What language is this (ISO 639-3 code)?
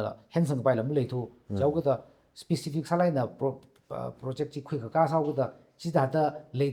nmf